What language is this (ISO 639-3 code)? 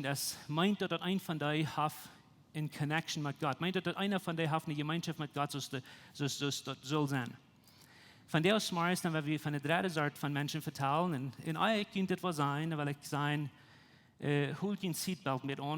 pdt